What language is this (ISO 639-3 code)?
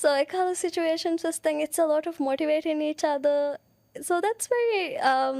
div